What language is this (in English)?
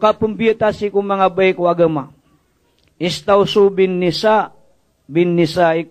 Maranao